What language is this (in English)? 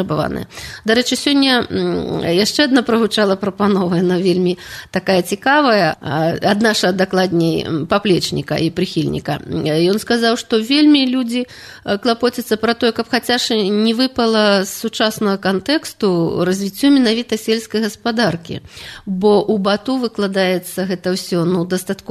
Belarusian